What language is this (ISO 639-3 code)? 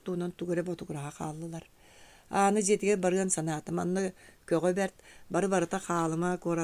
sah